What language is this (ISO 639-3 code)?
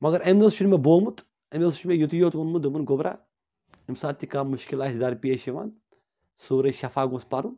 kas